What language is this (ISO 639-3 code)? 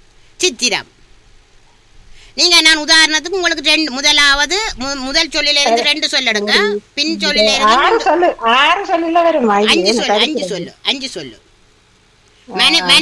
tam